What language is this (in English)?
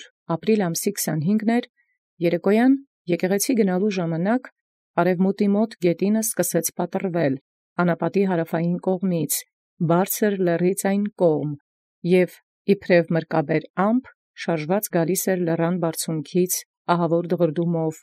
Armenian